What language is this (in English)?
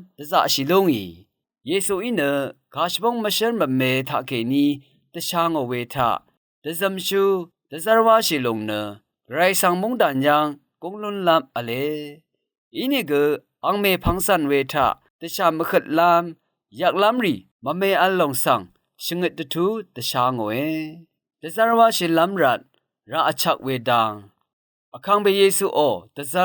Rawang